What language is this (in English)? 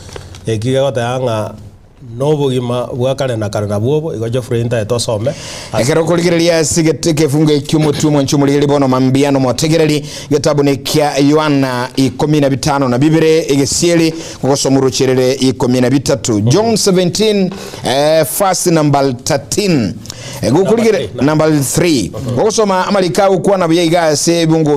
Gusii